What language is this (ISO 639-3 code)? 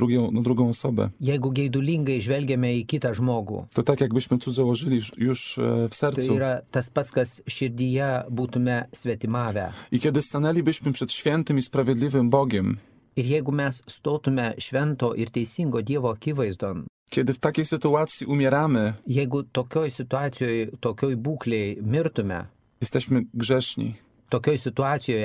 lit